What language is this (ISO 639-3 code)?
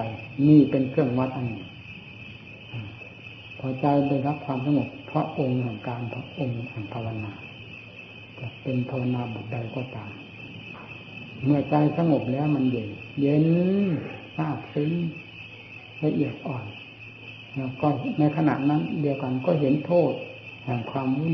tha